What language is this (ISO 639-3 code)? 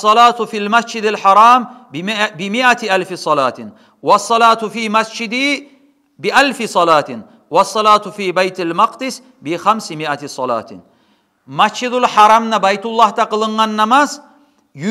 kum